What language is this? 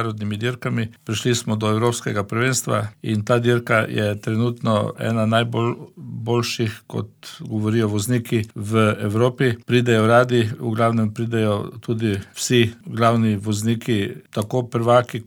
Slovenian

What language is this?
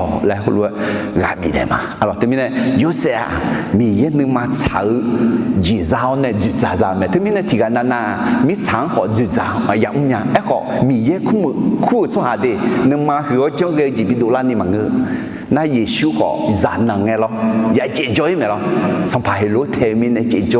Akha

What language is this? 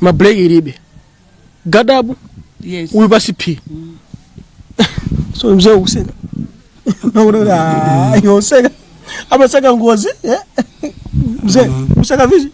Nyanja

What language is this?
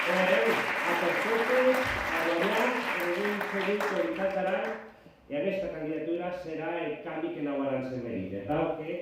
Occitan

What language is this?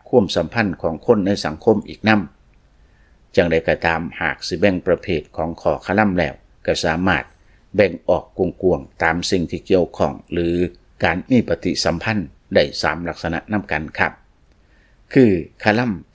Lao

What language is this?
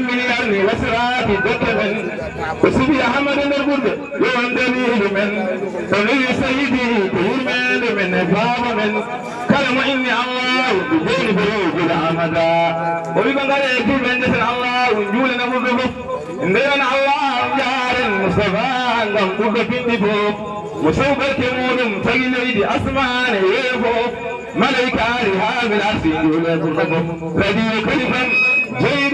Fula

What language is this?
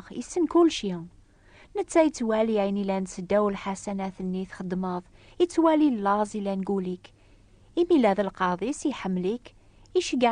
Kabyle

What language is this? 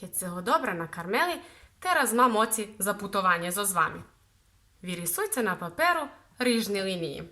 Rusyn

